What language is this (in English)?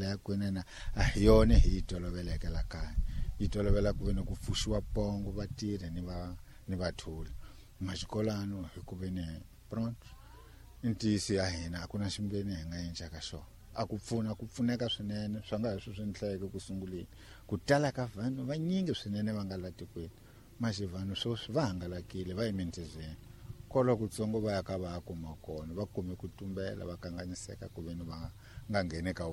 Tsonga